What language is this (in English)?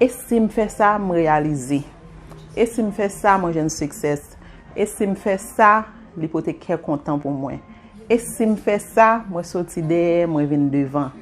Haitian Creole